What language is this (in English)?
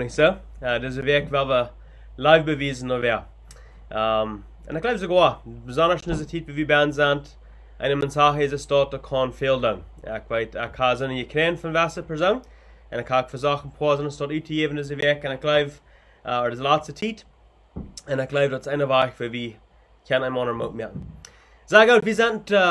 Plautdietsch